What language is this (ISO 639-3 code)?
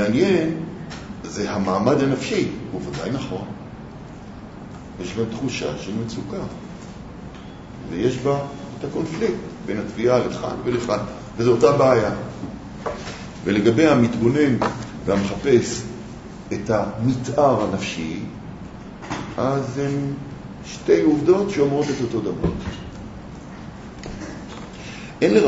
heb